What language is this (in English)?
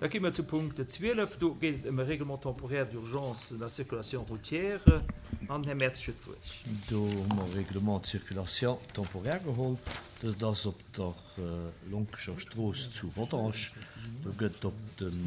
Luxembourgish